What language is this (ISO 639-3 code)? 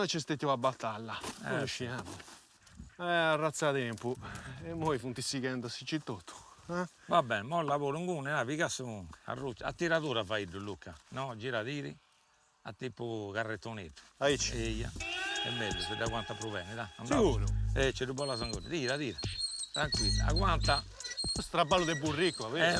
srd